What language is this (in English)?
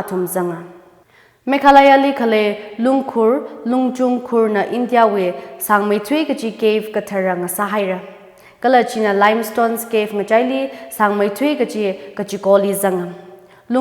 Tangkhul Naga (India)